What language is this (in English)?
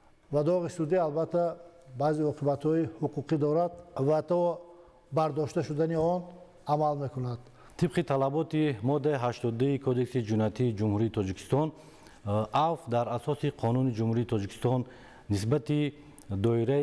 Tajik